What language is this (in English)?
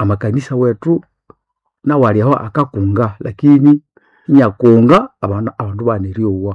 Nande